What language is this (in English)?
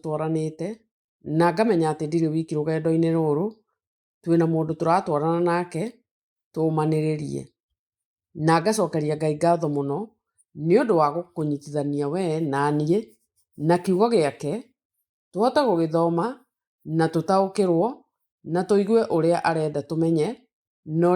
Kikuyu